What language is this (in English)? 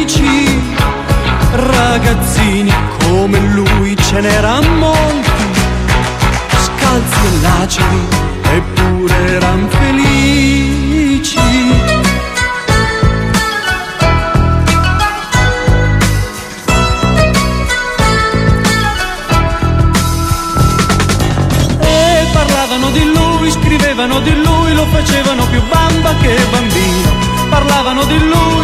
Italian